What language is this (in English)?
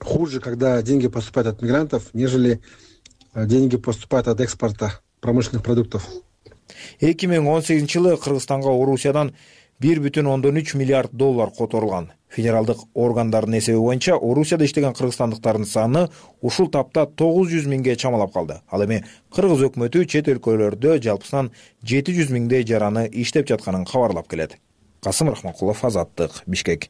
Kyrgyz